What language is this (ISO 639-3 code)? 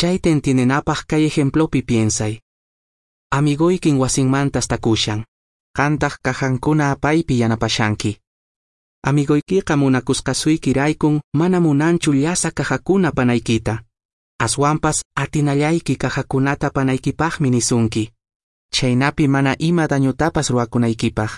que